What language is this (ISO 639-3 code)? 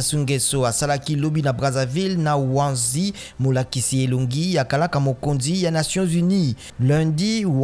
lin